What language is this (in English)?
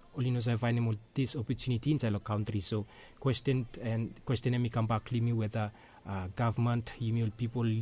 Bislama